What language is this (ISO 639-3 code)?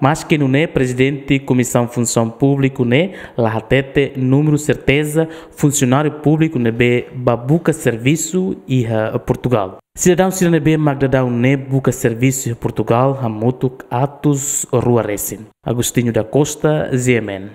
tet